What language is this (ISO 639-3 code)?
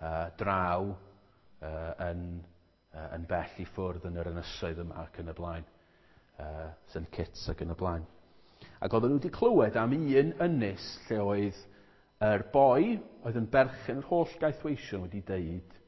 cym